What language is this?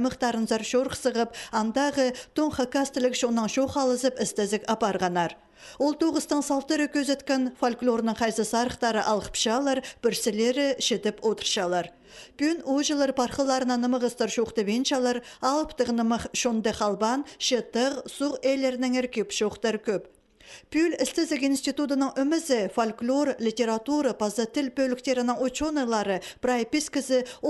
Khakas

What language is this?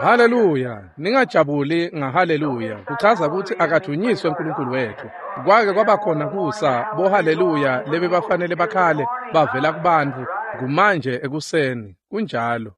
Swati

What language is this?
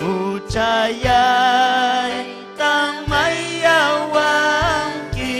Ayacucho Quechua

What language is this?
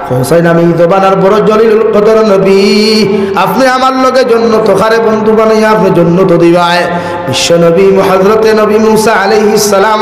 Sylheti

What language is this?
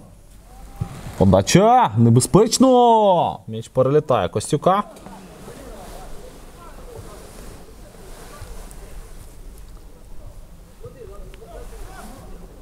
Ukrainian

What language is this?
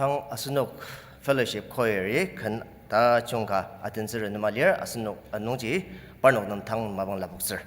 Ao Naga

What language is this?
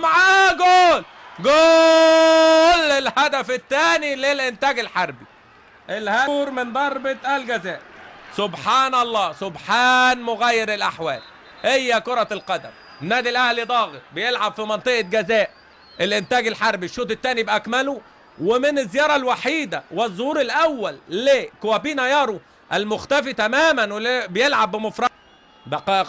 Egyptian Arabic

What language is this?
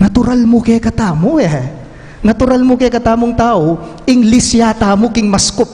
Pampanga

